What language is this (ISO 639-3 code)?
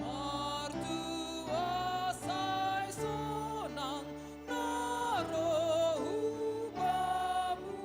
bts